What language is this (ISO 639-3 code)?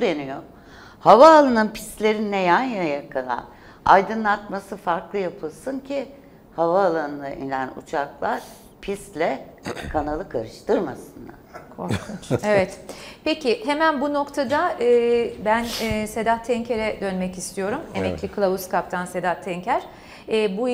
tur